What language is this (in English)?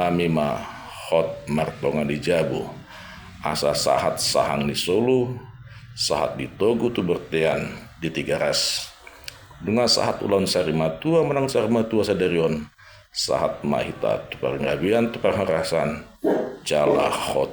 Batak Toba